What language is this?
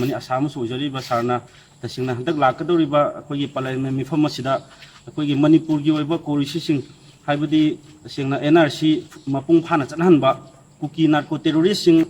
Manipuri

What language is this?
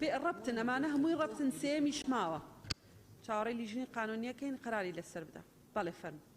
Central Kurdish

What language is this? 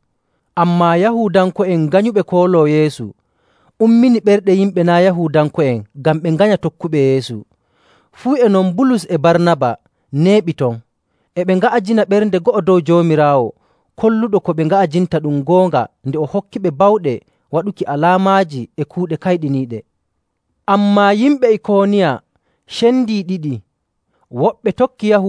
Nigerian Fulfulde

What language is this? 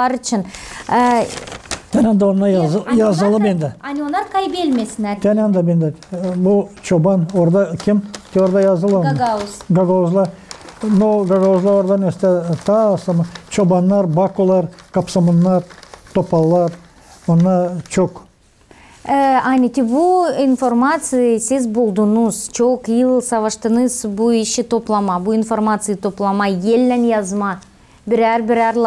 Gagauz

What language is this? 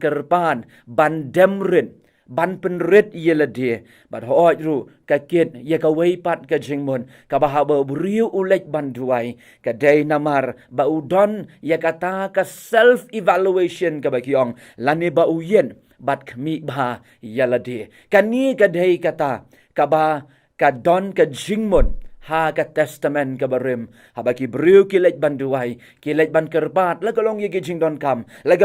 Khasi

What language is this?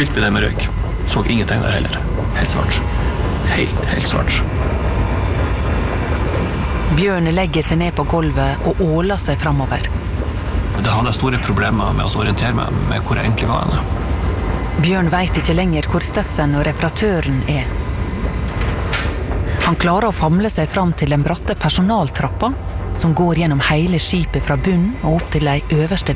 Norwegian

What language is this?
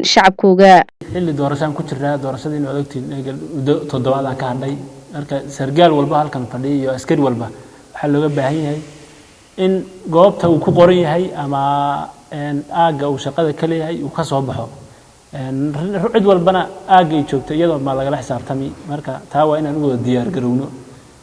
Somali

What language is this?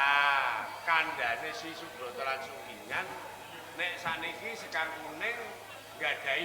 Javanese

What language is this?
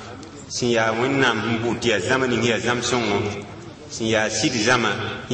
Mossi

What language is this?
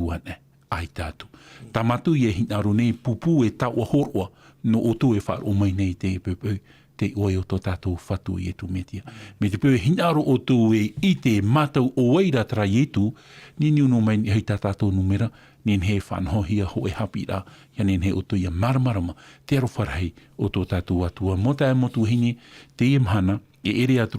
Tahitian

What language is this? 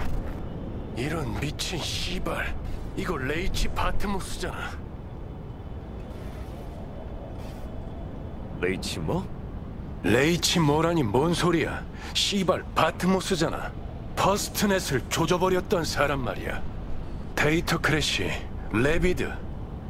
Korean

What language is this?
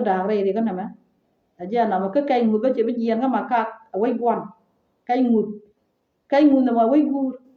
Nuer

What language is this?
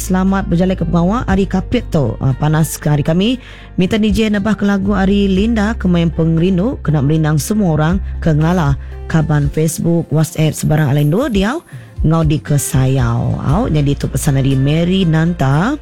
Iban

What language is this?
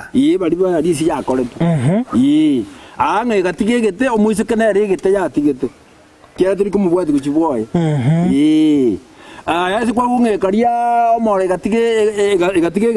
Gusii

